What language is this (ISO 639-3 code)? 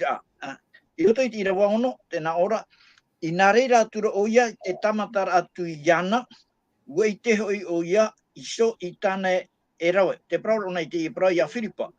tah